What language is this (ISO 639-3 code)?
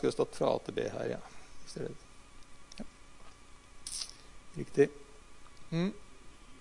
nor